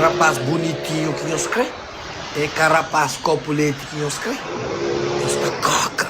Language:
Kabuverdianu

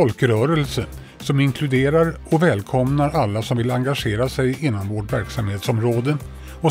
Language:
Swedish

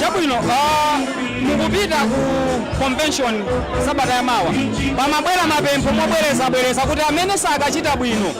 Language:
Nyanja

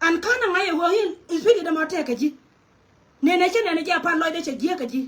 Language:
Nuer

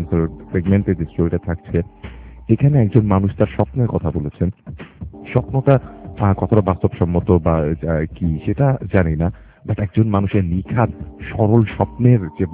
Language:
Bangla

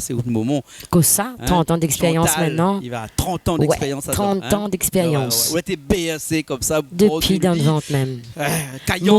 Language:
Réunion Creole French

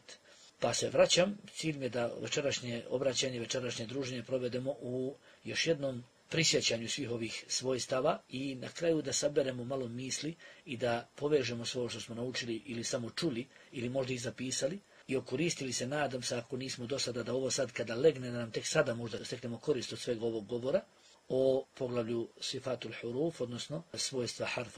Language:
Bosnian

